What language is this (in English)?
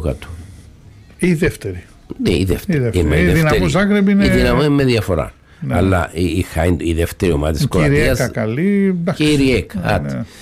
Greek